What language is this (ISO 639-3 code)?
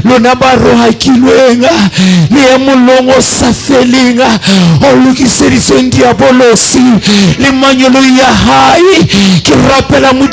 sot